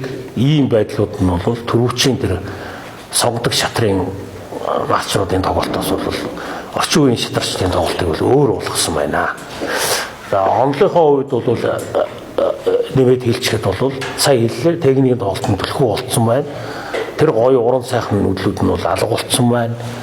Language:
Mongolian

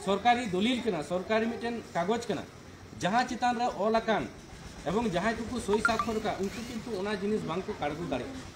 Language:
Santali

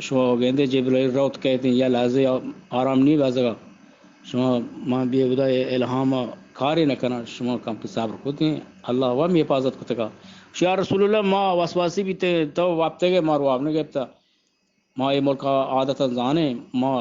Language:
Eastern Balochi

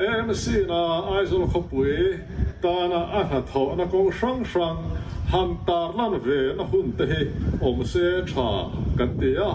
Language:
Mizo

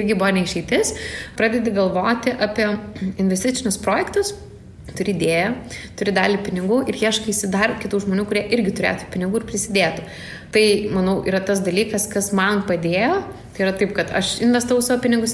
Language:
Lithuanian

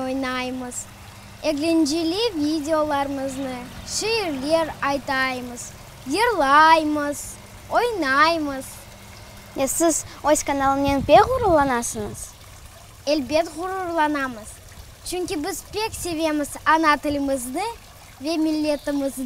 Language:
Crimean Tatar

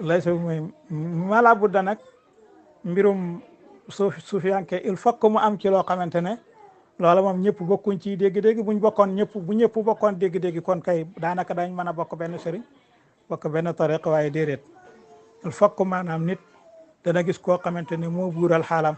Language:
Wolof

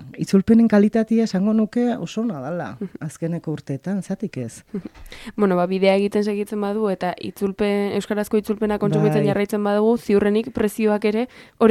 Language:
Basque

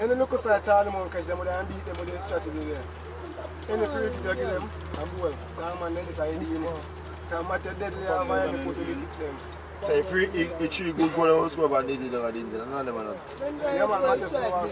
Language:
Jamaican Creole English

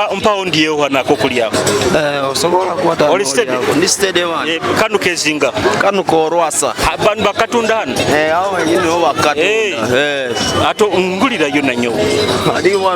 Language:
Nyoro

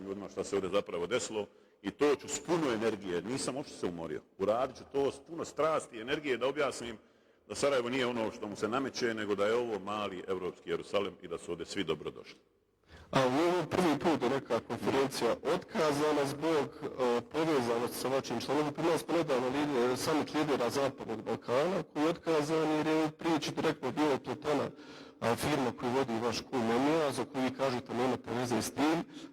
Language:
Bosnian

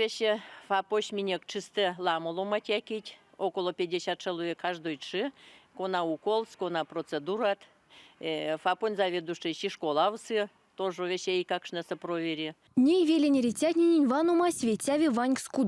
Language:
Erzya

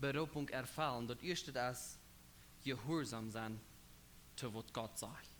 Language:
Plautdietsch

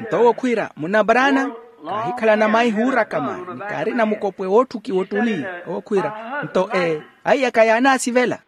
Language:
Makhuwa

